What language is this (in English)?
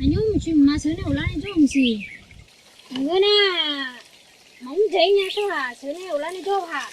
Akha